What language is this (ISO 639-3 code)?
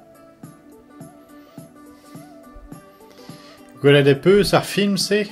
bre